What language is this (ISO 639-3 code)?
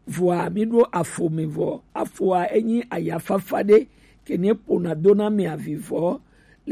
gej